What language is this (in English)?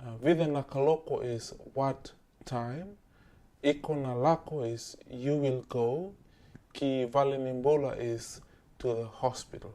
Fijian